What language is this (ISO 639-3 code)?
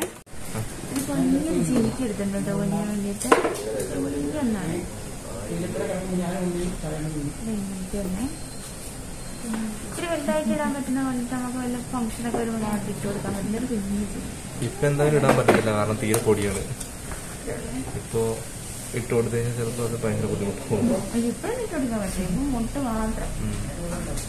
mal